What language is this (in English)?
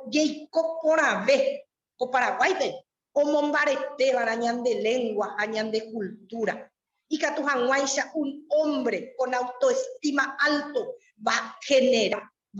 Guarani